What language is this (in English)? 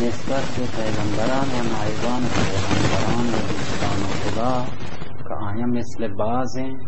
Baluchi